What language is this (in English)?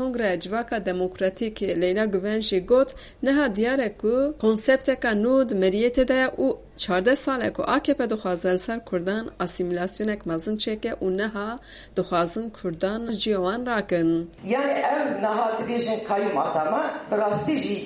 Kurdish